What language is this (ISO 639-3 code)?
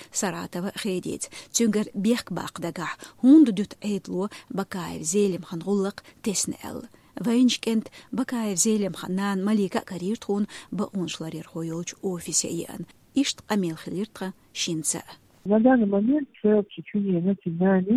che